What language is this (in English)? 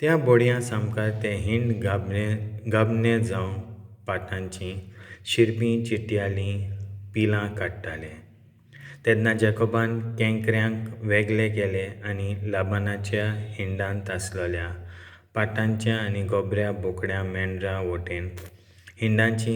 Konkani